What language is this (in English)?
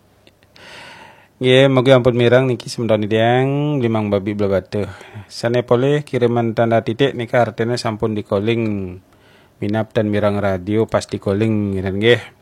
Balinese